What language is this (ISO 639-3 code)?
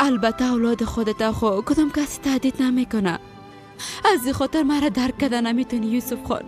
fas